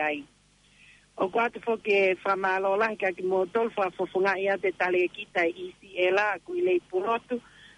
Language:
Tongan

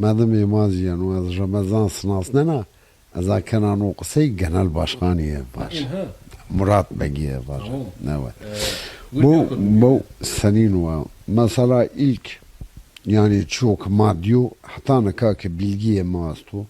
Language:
Zaza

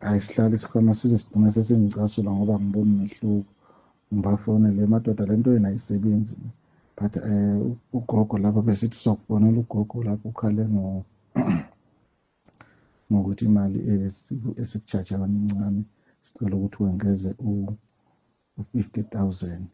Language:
Zulu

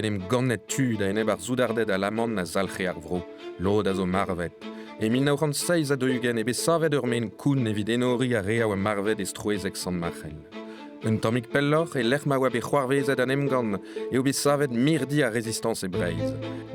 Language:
Breton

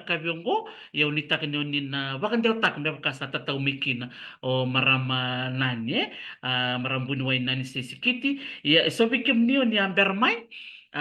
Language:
Fijian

